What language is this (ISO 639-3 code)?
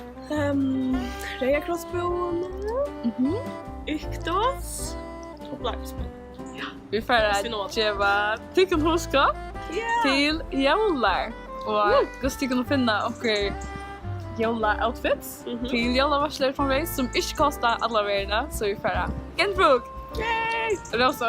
fao